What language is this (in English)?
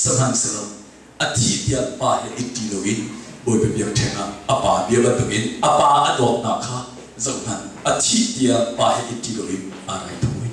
Hakha Chin